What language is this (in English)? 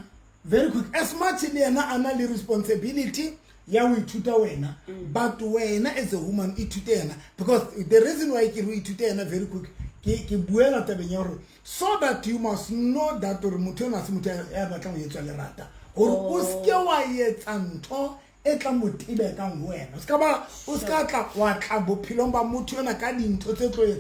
Southern Sotho